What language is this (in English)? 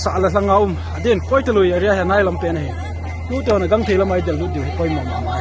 Paite Chin